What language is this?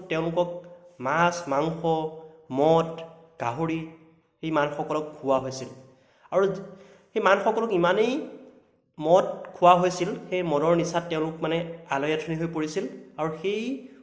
Assamese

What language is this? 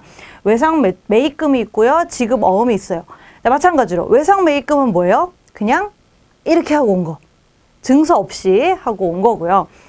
Korean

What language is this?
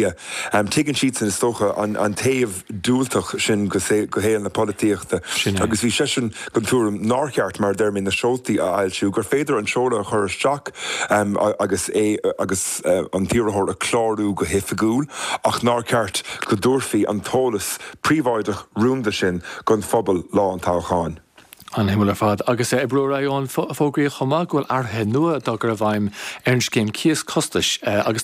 Irish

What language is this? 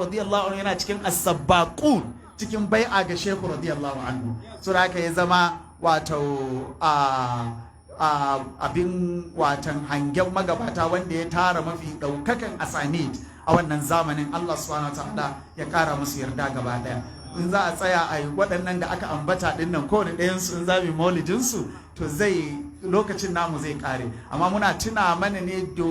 Hausa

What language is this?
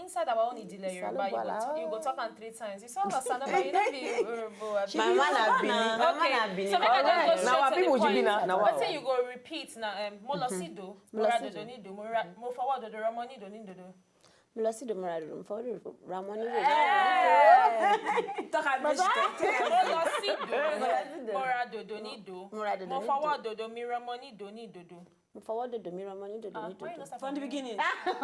Nigerian Pidgin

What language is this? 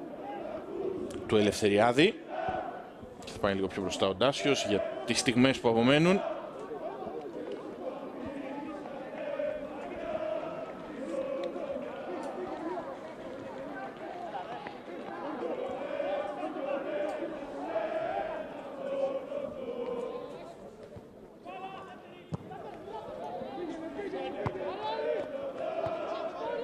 Greek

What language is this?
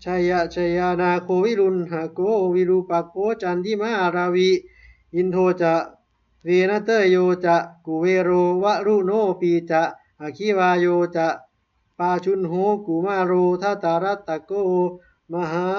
Pali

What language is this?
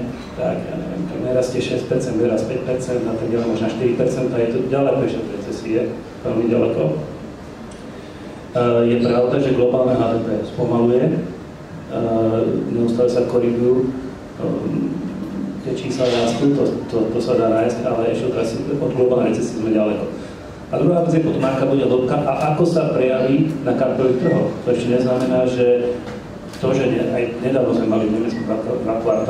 Slovak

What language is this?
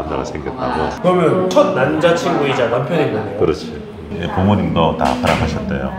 Korean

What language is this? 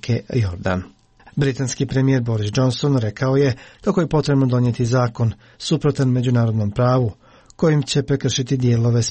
Croatian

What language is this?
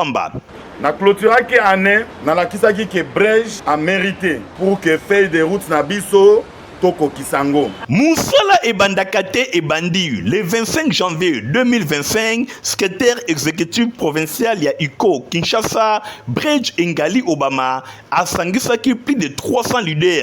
Lingala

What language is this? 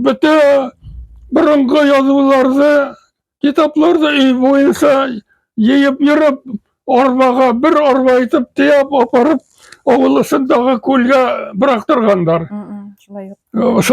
Bashkir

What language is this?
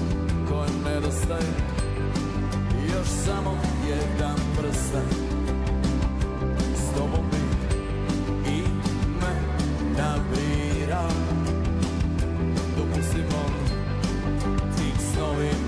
Serbian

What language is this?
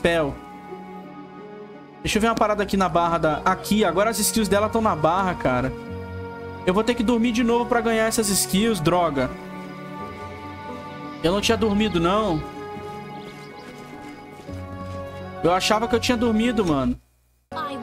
Portuguese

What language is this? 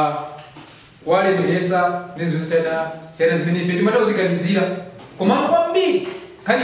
Nyanja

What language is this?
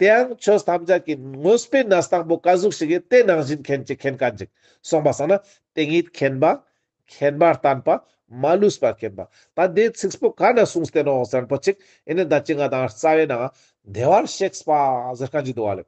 Ladakhi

